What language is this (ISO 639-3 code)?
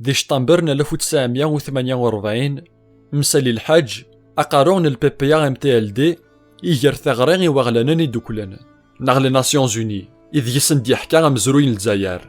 kab